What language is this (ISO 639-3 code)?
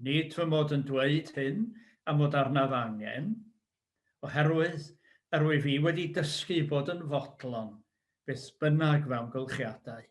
cym